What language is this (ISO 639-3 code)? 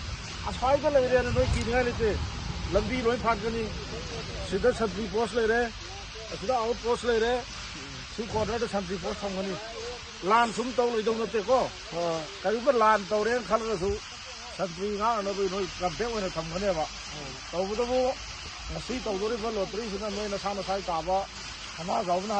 mni